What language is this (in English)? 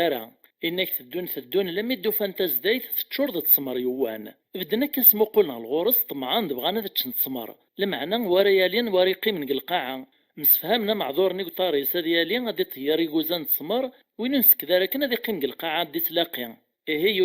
Kabyle